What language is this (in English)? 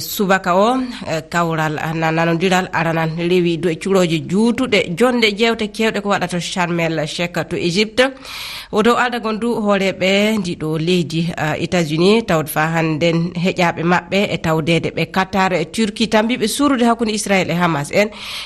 Fula